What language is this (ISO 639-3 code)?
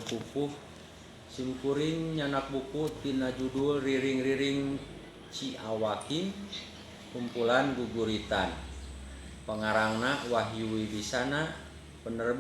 sun